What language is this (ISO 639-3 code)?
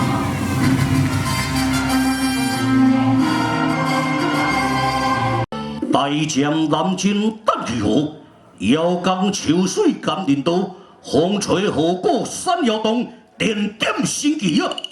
nan